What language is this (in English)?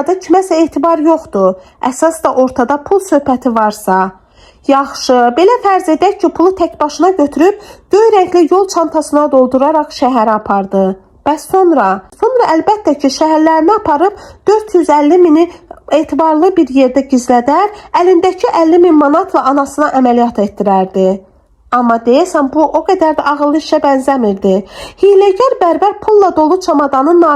Azerbaijani